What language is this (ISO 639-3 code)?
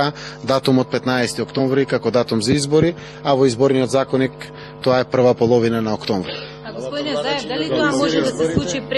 mkd